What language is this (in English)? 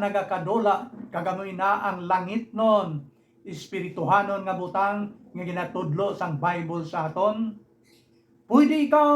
Hiligaynon